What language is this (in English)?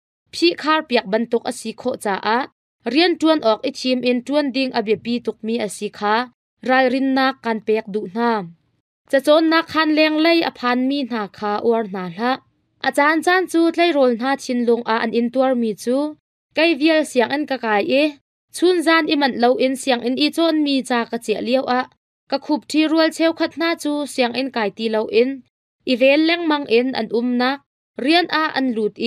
Hakha Chin